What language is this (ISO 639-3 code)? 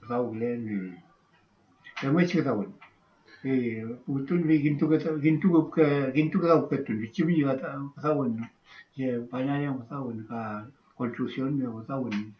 arn